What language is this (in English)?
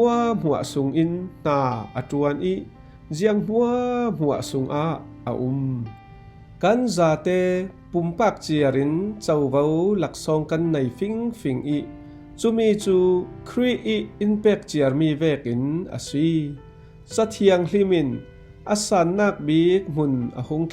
Falam Chin